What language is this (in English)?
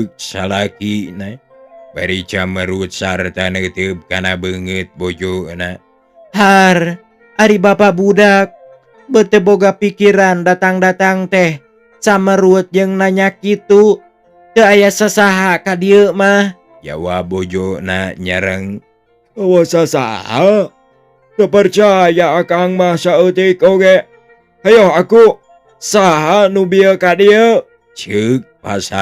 Sundanese